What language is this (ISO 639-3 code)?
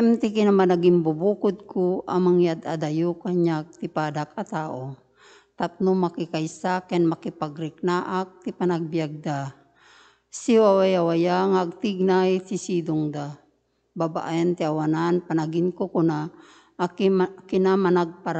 ilo